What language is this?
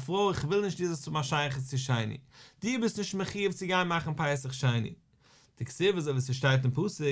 Yiddish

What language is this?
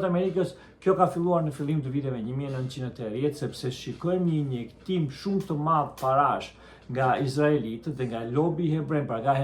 Albanian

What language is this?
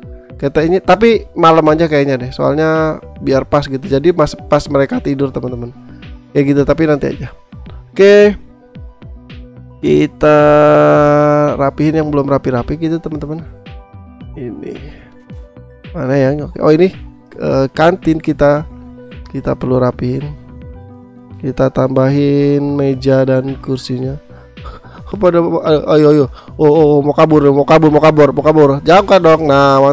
Indonesian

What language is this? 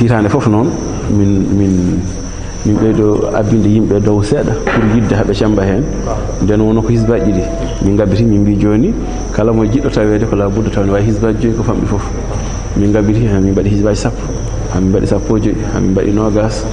Fula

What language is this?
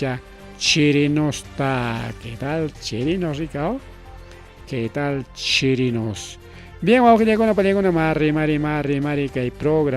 Ayacucho Quechua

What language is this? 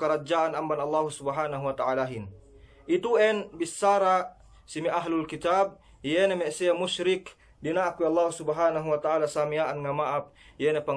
Yakan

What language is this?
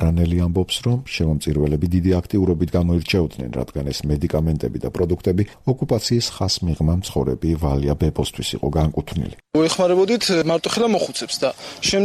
Georgian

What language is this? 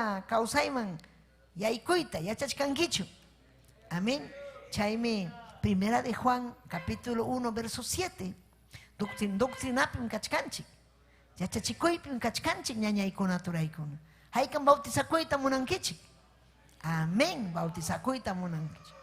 Ayacucho Quechua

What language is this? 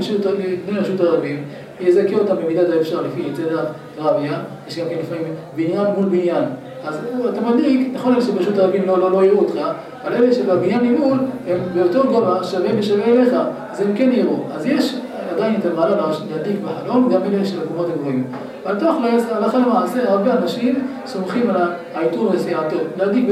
Hebrew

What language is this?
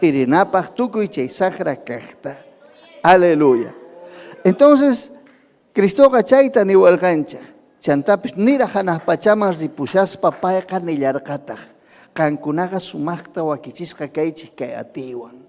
Ayacucho Quechua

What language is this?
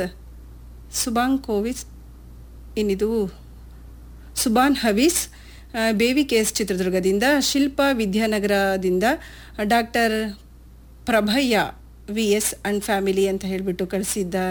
Kannada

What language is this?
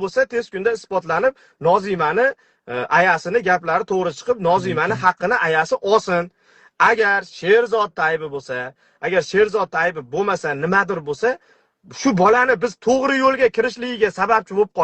Uzbek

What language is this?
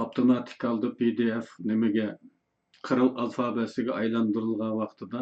Uyghur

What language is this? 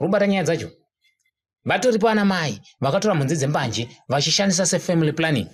Shona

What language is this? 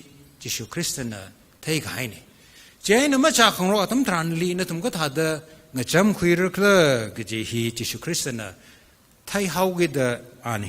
Tangkhul Naga (India)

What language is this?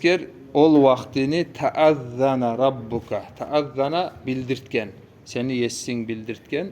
Kumyk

